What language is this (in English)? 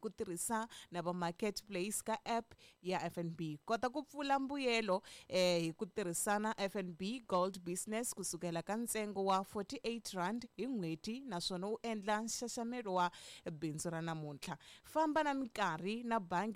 Tsonga